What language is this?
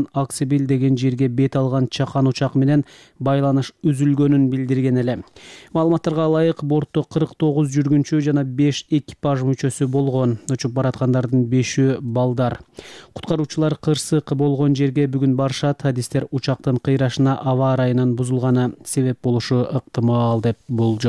Kyrgyz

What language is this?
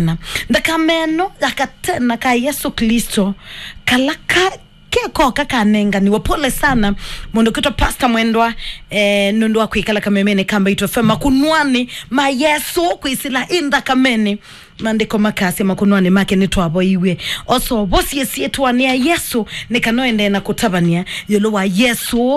Kamba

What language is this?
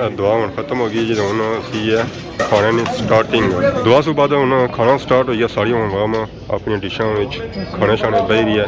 Pahari-Potwari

